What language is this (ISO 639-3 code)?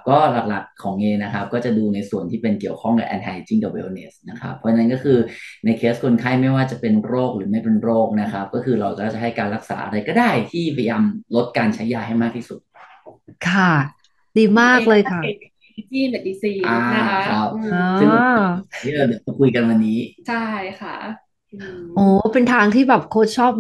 tha